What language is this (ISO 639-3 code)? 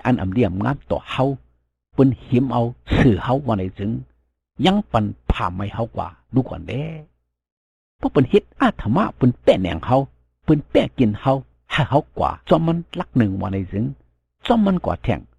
shn